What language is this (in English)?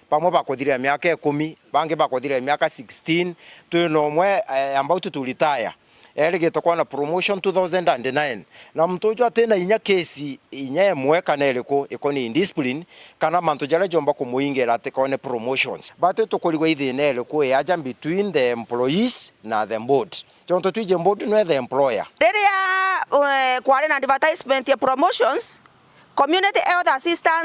Meru